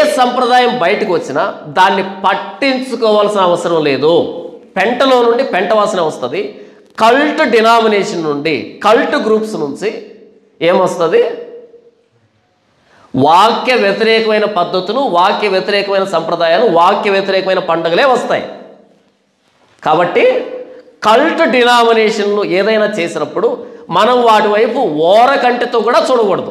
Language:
Telugu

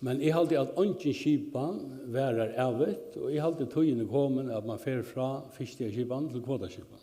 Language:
Faroese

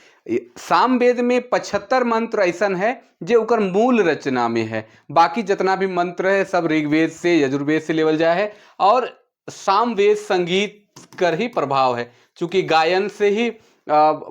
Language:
Sadri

